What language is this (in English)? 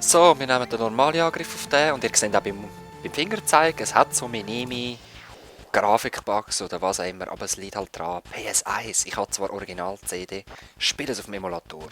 Swiss German